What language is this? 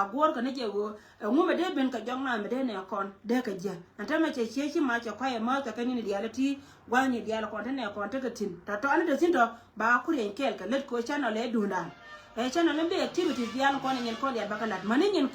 Nuer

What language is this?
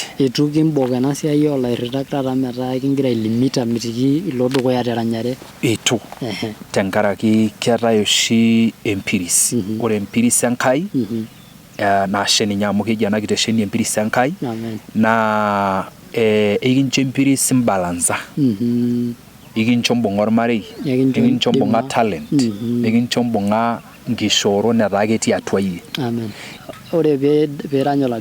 Masai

